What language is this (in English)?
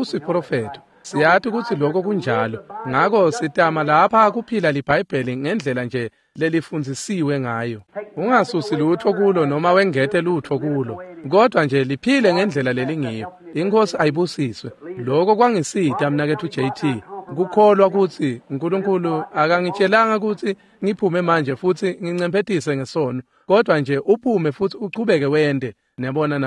Swati